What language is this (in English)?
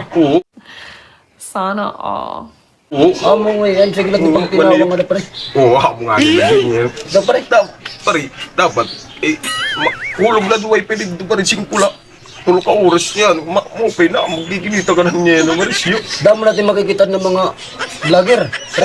Waray